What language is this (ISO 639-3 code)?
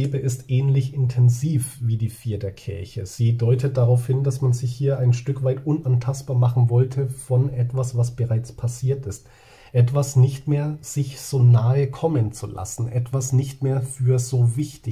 deu